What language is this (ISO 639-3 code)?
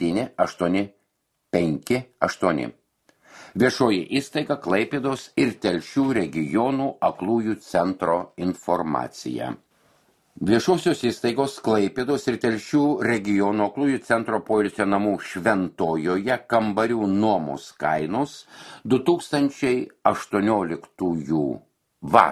lit